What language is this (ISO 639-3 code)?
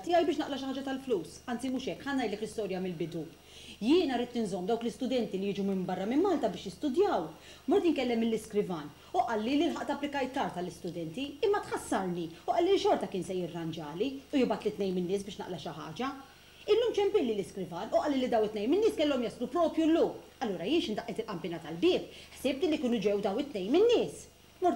mlt